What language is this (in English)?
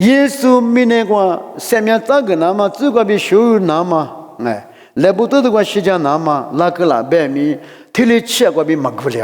Lisu